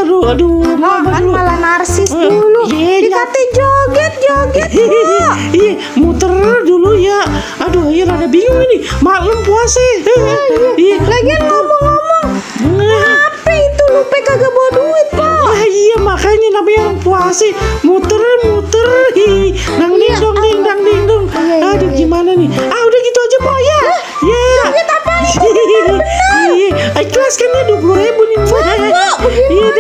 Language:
Betawi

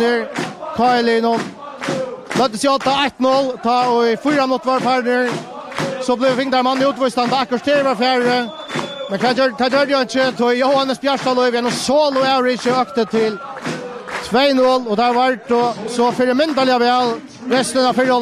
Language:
Faroese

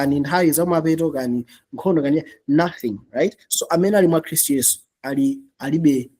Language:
Nyanja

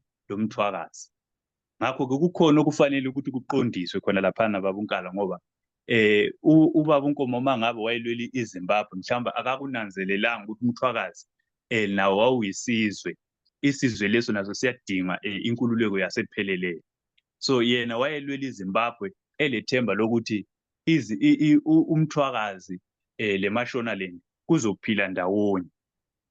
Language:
Zulu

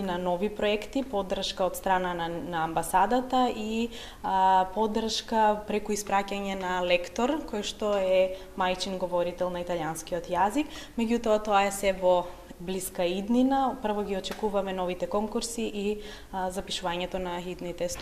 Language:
Macedonian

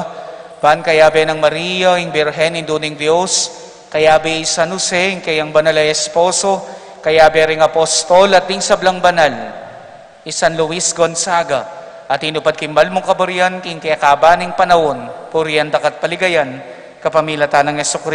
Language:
Pampanga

